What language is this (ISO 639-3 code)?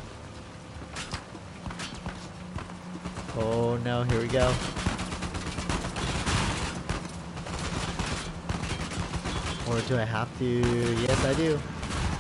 eng